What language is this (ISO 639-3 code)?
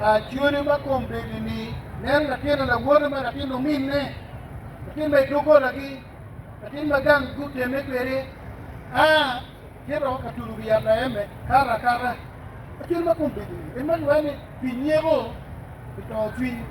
ach